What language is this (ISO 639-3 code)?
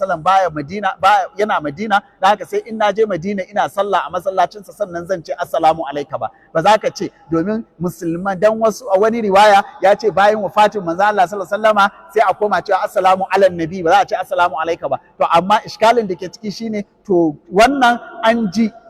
hau